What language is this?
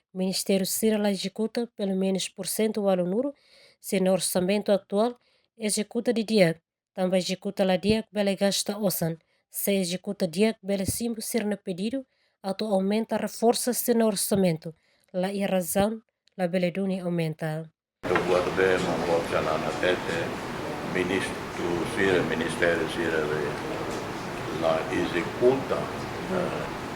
Tetum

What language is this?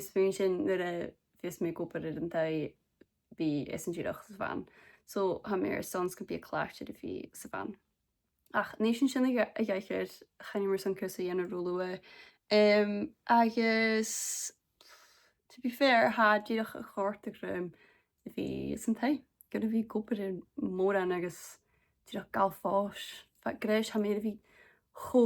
Scottish Gaelic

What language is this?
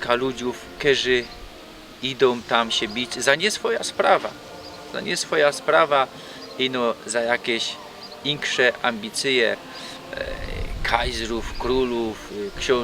Silesian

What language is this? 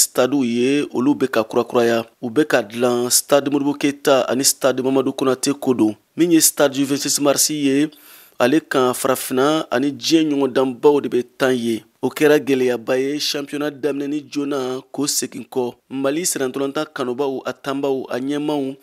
Bambara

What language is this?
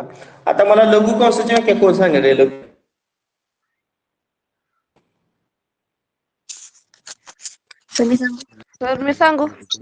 Marathi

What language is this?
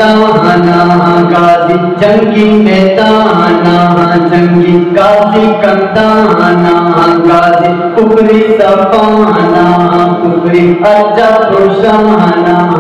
Eastern Balochi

